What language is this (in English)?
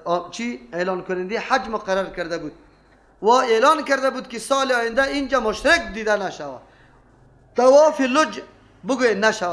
Persian